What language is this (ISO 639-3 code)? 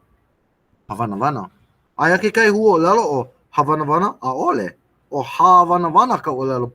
haw